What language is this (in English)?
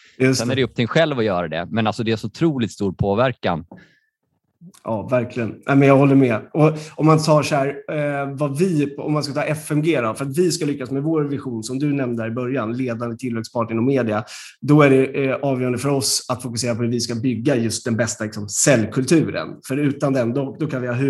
Swedish